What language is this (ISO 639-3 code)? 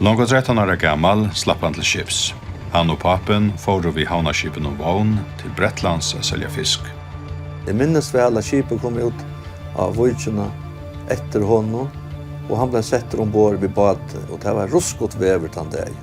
fao